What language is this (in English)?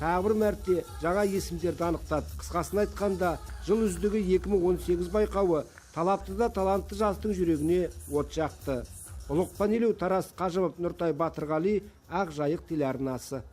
Kazakh